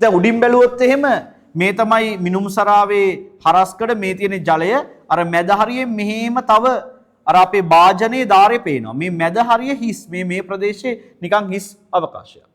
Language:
Sinhala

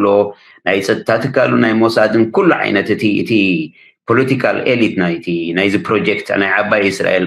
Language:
Tigrinya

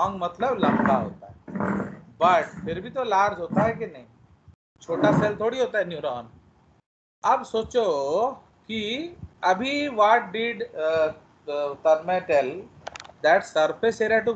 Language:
Hindi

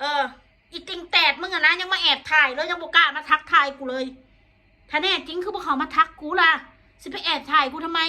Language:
Northeastern Thai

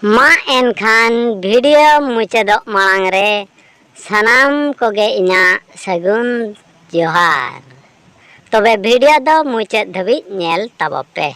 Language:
Santali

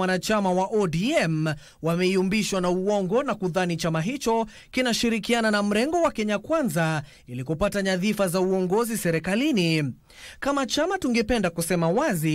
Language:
Swahili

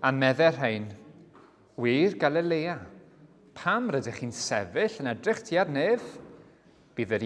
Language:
Welsh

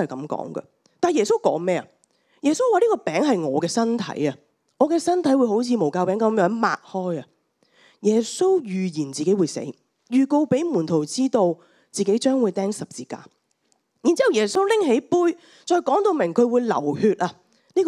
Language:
Cantonese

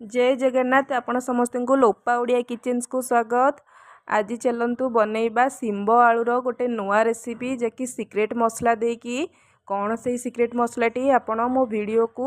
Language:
Odia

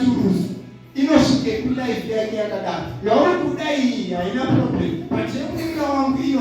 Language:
Shona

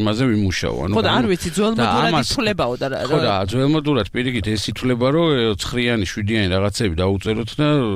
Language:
Georgian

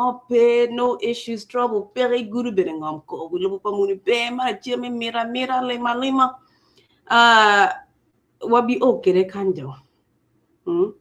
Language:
Acoli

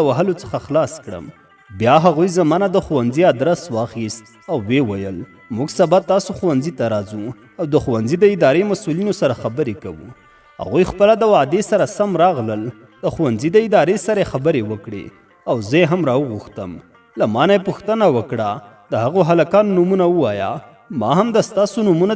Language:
Pashto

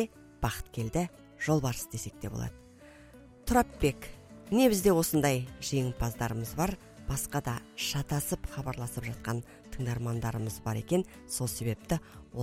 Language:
Kazakh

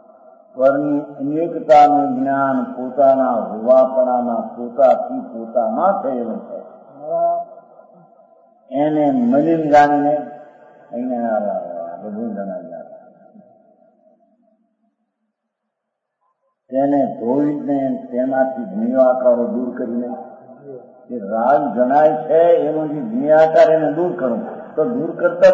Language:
Gujarati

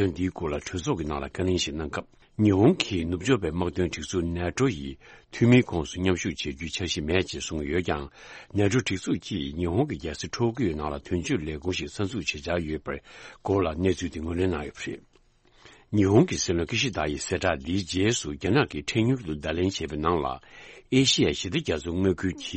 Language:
Tibetan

